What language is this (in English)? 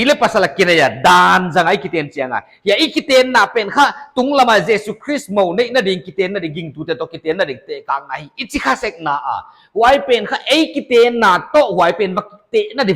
Paite Chin